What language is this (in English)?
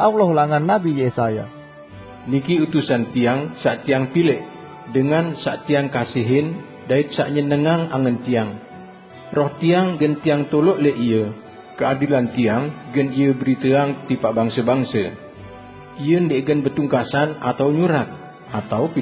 Sasak